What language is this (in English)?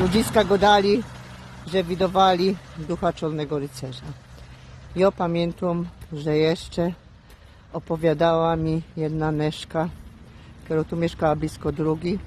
Silesian